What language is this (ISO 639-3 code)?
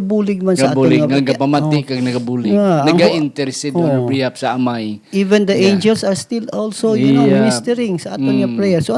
hil